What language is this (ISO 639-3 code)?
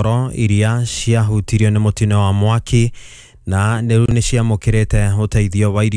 kik